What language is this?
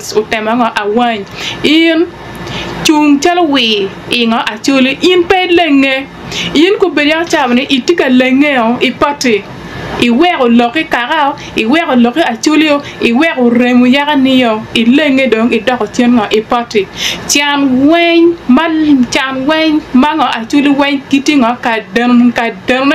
Acoli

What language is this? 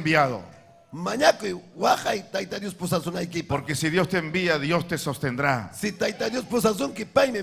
Ayacucho Quechua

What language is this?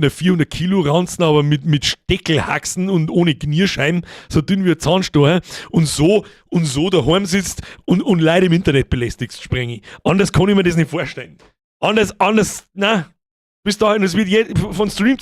Bavarian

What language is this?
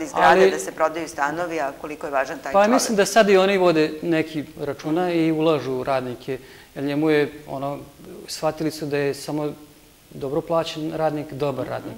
Serbian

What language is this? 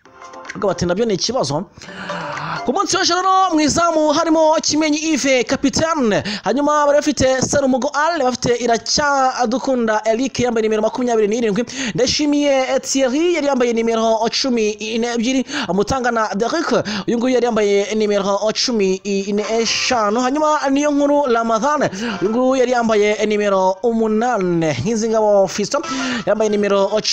Kinyarwanda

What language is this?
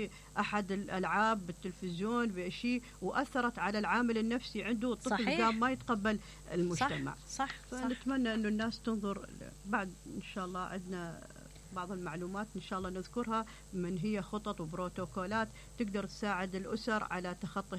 Mesopotamian Arabic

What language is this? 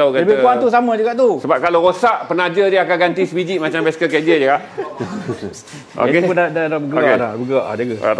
Malay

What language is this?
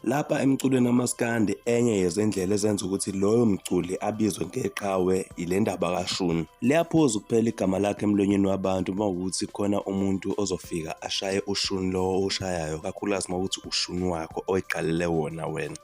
Zulu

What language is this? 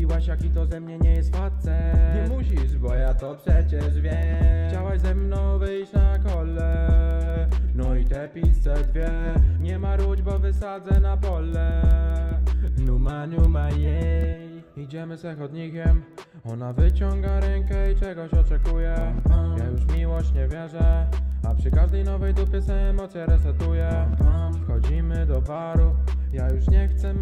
Polish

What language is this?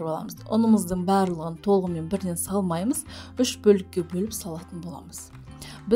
Kazakh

